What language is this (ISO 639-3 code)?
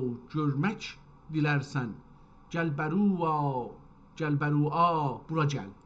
azb